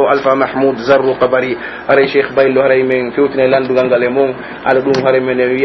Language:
Pular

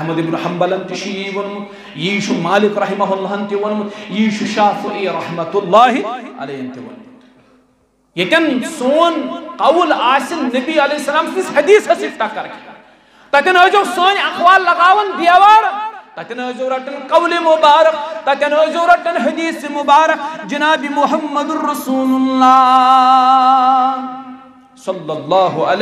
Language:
Kashmiri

